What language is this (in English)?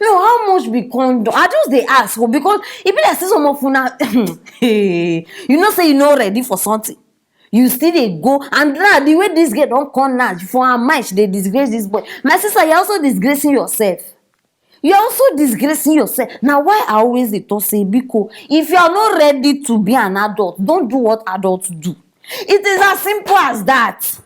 Nigerian Pidgin